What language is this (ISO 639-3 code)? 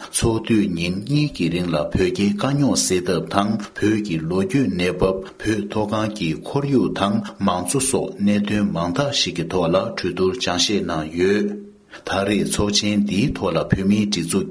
bod